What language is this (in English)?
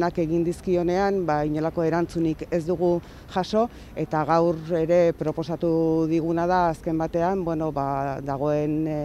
Basque